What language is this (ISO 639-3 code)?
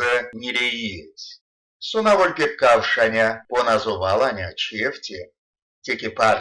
myv